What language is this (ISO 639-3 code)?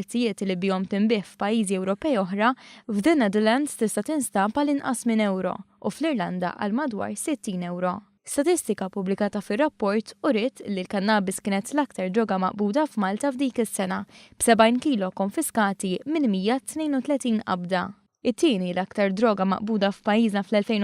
mlt